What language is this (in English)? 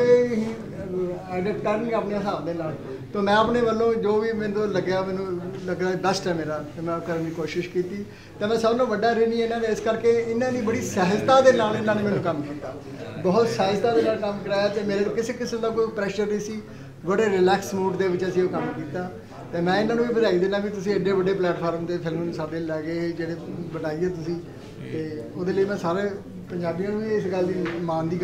Punjabi